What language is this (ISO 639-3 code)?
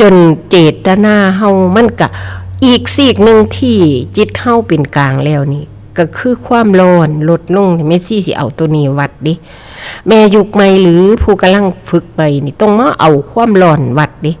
tts